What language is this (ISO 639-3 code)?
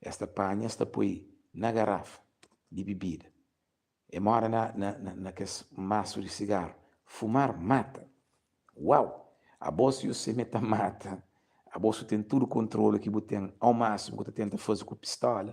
kea